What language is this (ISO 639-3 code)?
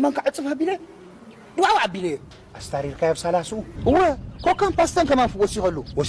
tir